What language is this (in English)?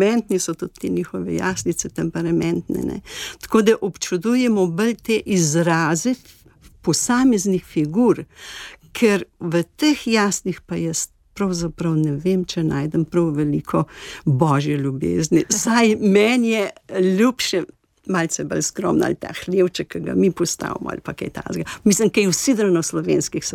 Slovenian